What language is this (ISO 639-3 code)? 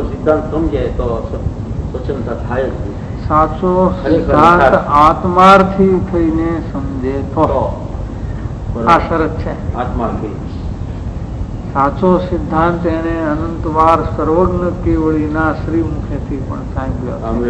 guj